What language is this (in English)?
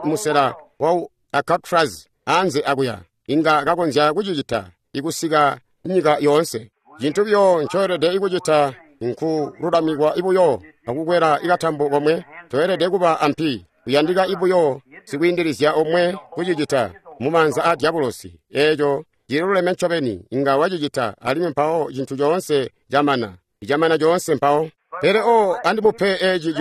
Tonga (Zambia)